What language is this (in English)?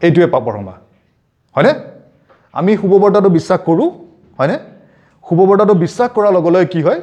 Assamese